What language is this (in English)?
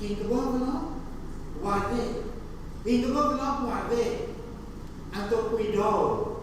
Papiamento